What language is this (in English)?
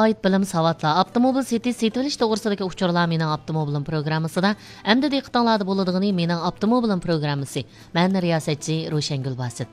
Uyghur